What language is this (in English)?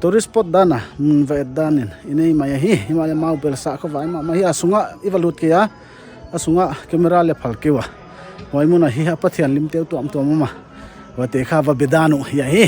Paite Chin